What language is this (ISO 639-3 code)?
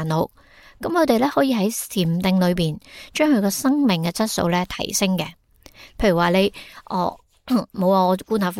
yue